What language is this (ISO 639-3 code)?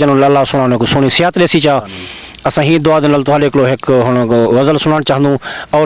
skr